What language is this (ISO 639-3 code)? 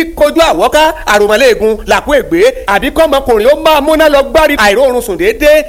yor